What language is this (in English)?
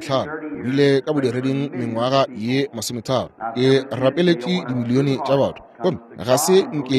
Northern Sotho